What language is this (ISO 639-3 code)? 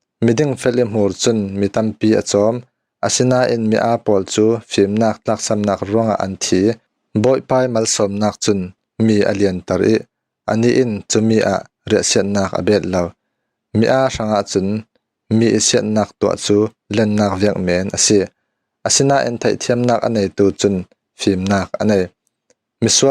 cfm